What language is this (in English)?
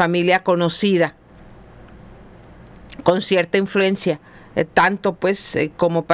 Spanish